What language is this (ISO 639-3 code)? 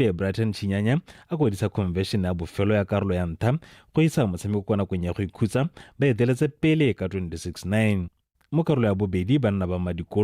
tsn